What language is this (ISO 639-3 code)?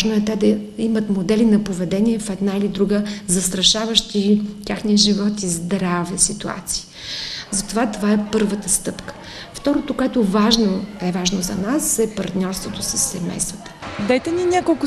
bul